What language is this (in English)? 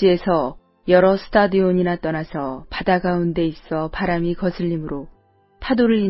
Korean